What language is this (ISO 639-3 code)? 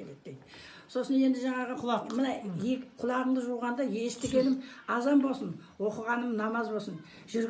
kaz